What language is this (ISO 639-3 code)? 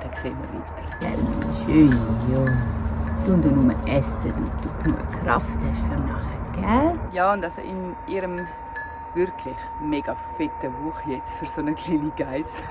gsw